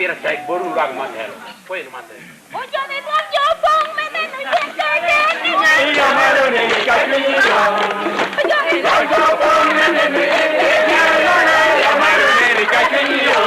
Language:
Lango (Uganda)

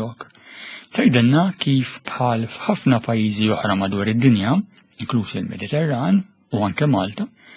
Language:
Maltese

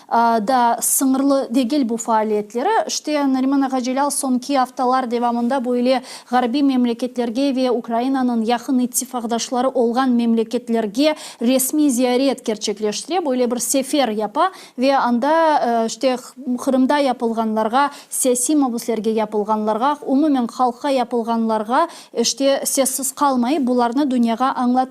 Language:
Crimean Tatar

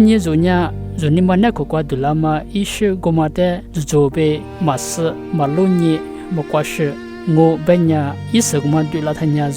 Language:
Lisu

